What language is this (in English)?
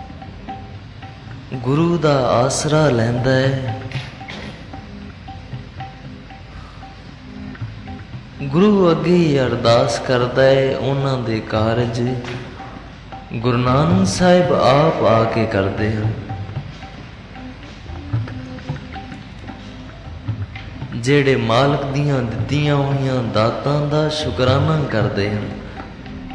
Punjabi